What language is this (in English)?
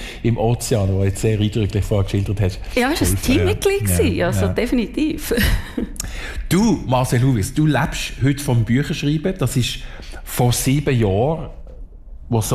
German